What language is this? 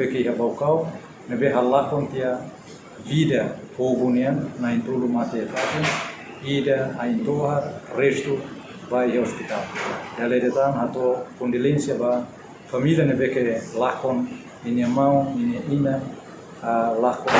Tetum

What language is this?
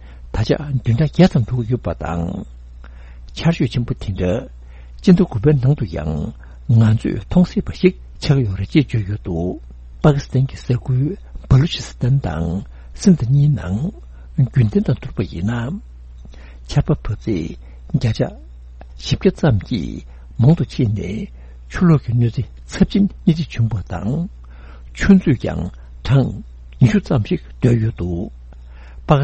Tibetan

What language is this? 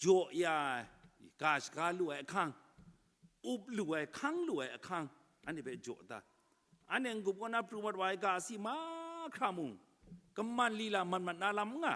Kachin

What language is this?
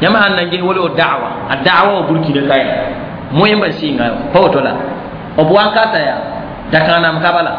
Mossi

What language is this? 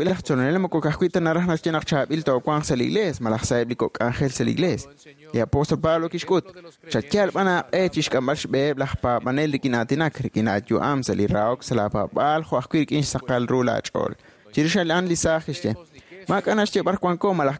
Kekchí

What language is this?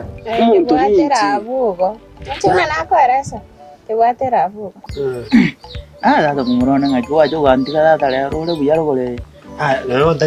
Gusii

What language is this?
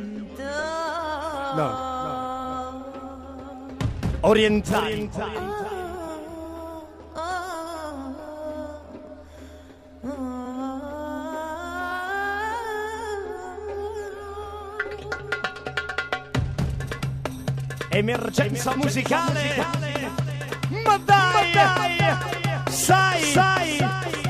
Italian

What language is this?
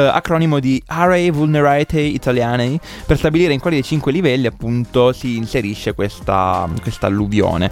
Italian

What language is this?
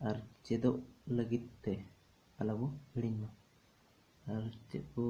Santali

